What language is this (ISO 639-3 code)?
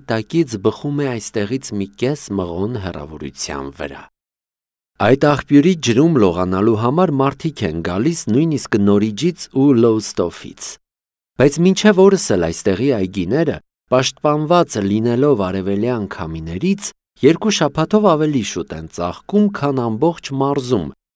hye